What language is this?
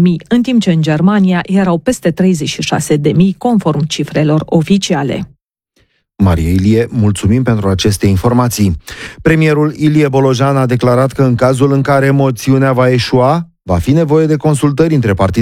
Romanian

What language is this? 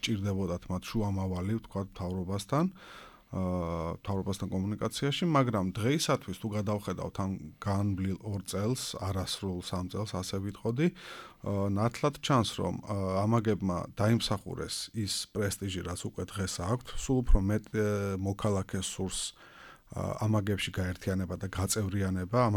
Georgian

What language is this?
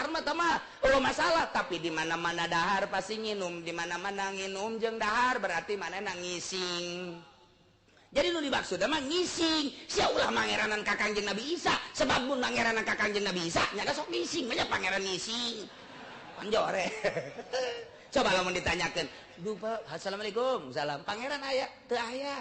Sundanese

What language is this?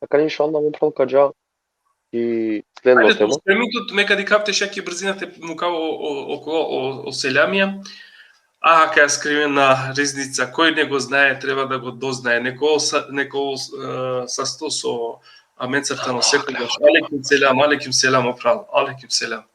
Balkan Romani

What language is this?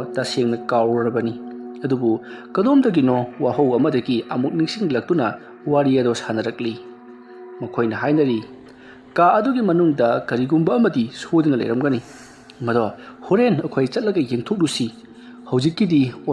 Manipuri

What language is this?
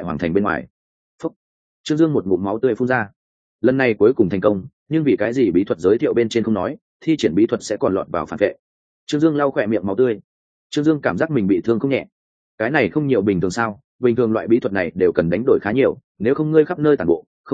Vietnamese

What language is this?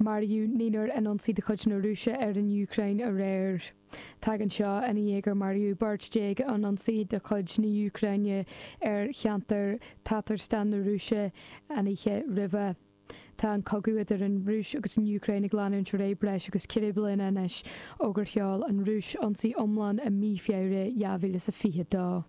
Irish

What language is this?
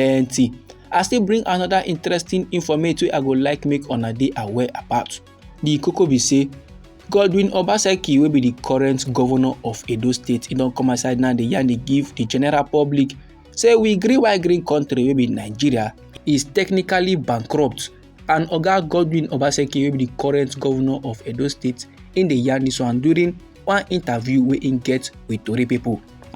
Nigerian Pidgin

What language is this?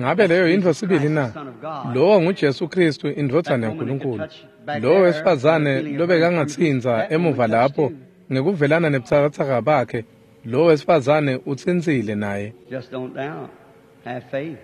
Swati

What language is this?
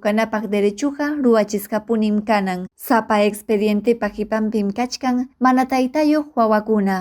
Ayacucho Quechua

